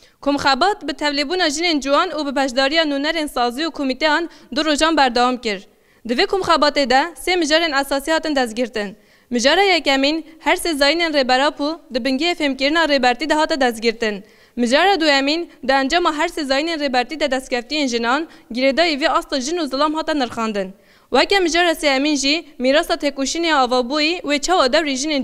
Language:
Kurdish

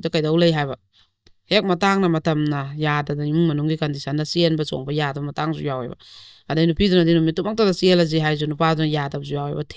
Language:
Manipuri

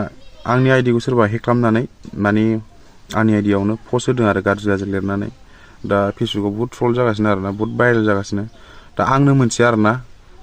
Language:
Bodo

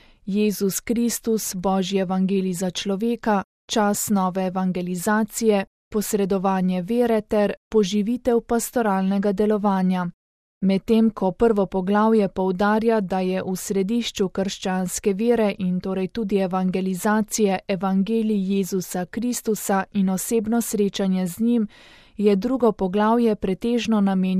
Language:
Slovenian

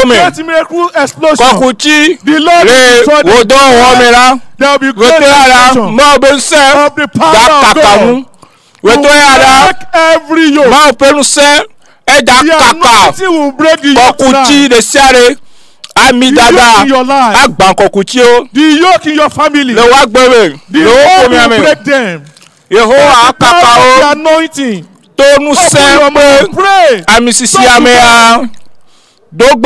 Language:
Ewe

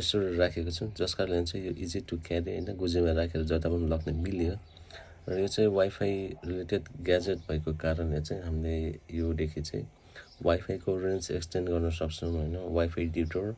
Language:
Nepali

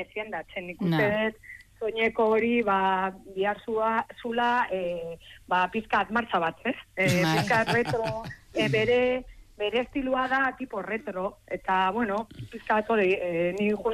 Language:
Basque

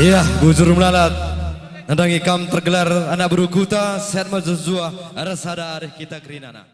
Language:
Batak Karo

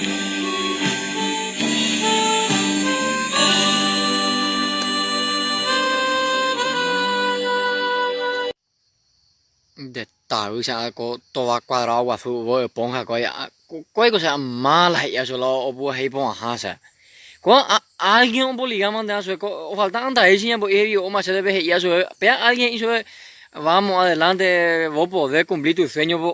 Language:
Guarani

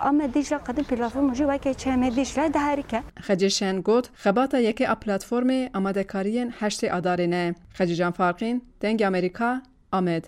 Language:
Kurdish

